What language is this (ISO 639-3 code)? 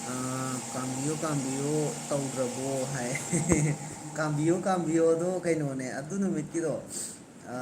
mni